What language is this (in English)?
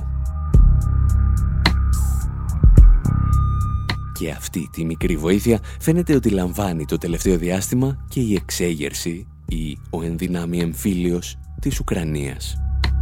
Greek